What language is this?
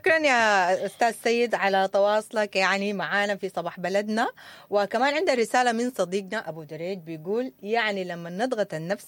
Sudanese Arabic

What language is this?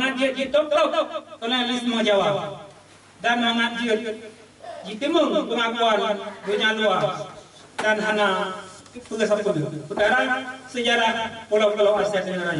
Achinese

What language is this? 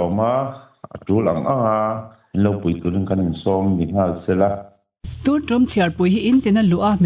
Mizo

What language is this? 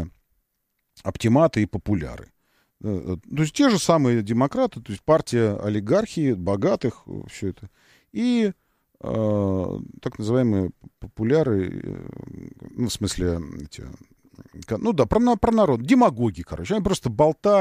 Russian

